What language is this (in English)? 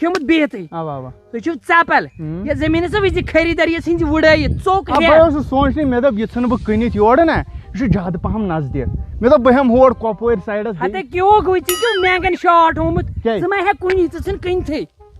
Kashmiri